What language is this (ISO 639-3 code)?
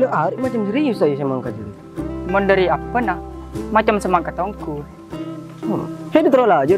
mad